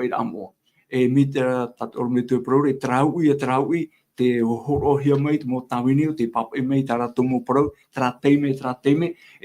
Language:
Tahitian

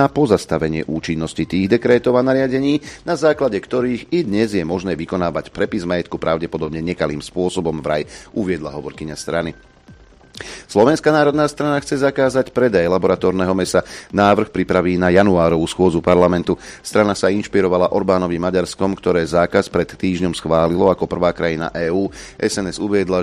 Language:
Slovak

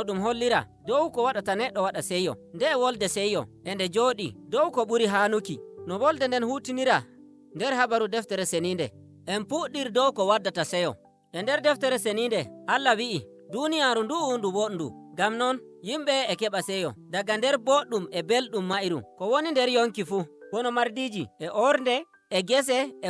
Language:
Nigerian Fulfulde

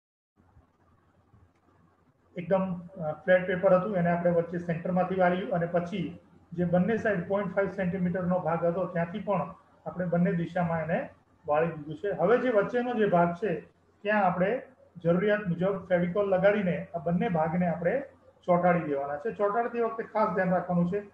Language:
Gujarati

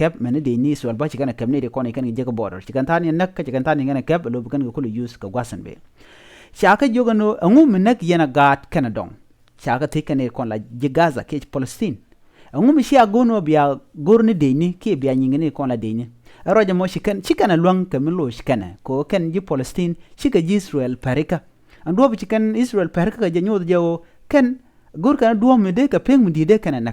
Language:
Nuer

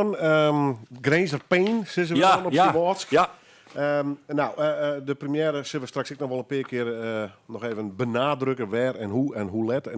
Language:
Western Frisian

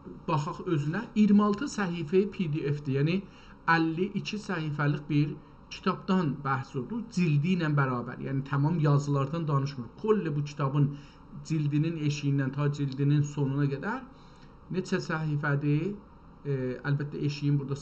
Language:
South Azerbaijani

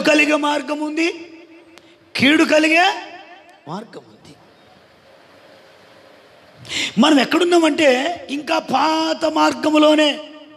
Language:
Telugu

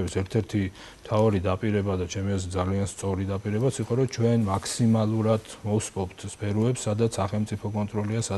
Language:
Georgian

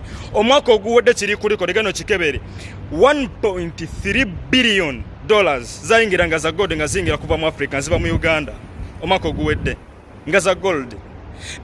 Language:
Ganda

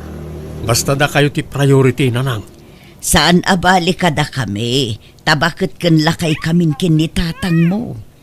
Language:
Iloko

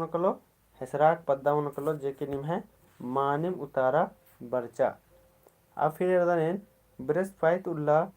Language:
Kurukh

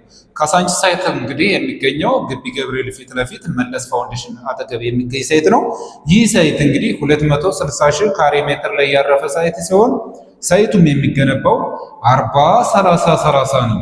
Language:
Amharic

